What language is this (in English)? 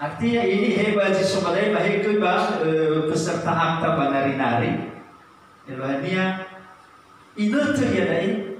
Nias